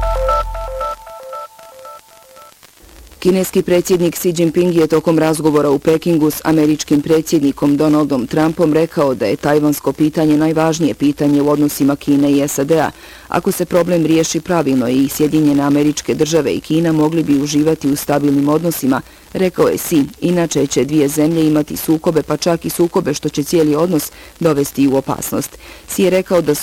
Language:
Bosnian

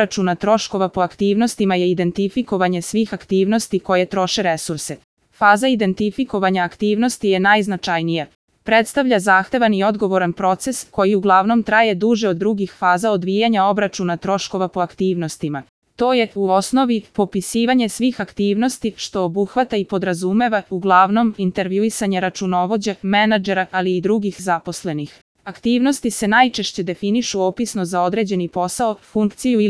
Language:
Serbian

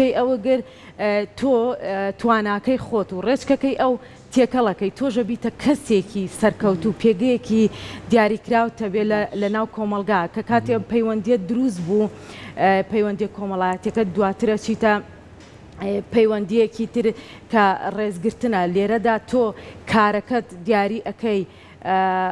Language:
Central Kurdish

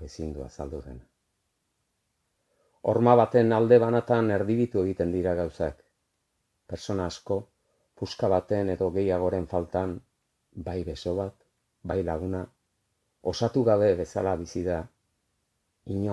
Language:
Basque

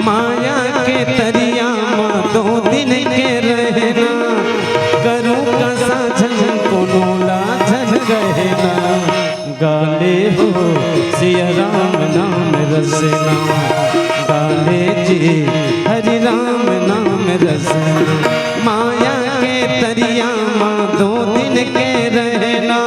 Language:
Chhattisgarhi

